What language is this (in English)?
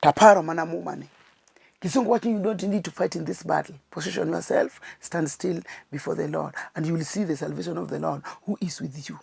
Luo (Kenya and Tanzania)